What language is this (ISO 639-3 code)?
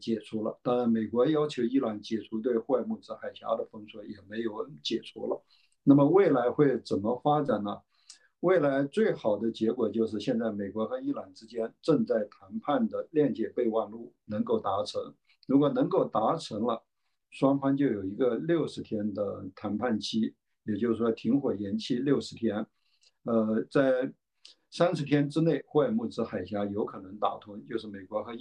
zho